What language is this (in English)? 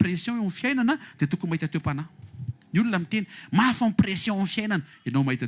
Malagasy